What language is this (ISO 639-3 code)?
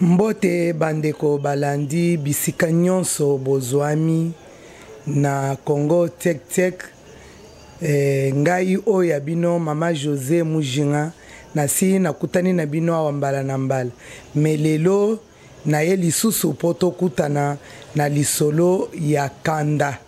lin